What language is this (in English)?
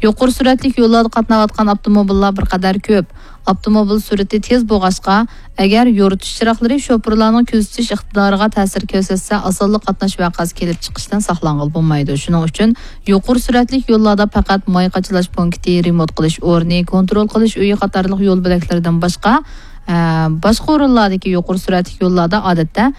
Uyghur